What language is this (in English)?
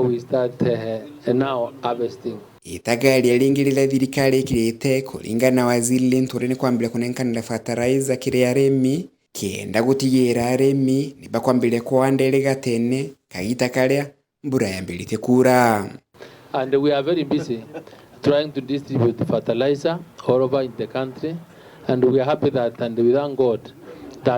Meru